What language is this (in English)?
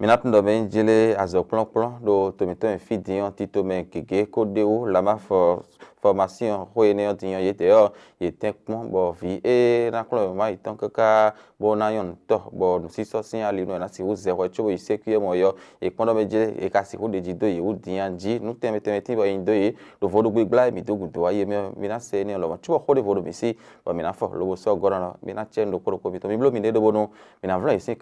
Fon